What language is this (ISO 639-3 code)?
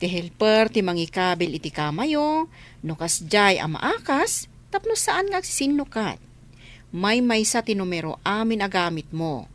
ilo